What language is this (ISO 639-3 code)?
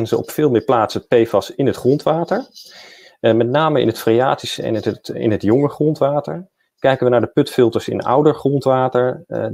nld